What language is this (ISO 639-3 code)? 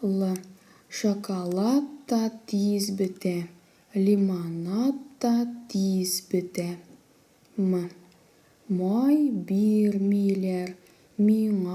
tat